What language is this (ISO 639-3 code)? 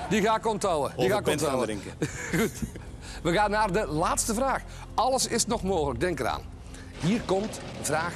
nld